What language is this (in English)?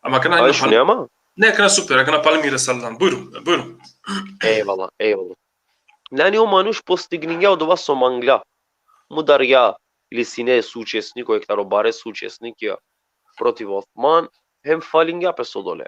Balkan Romani